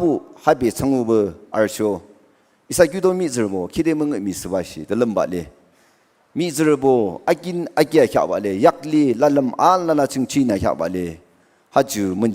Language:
Naga Pidgin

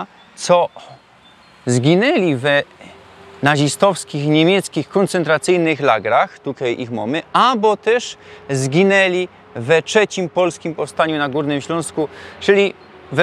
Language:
Silesian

